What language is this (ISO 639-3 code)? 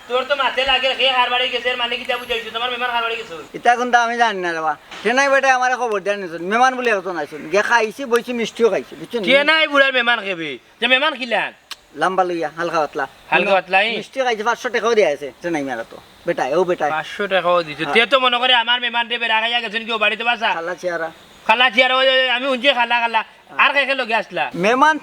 syl